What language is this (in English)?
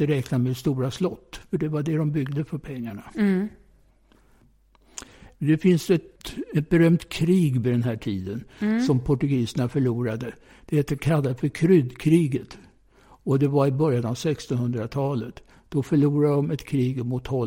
Swedish